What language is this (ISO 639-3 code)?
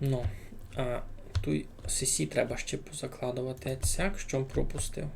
rue